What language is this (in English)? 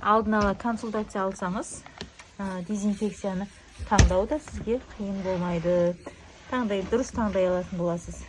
Kazakh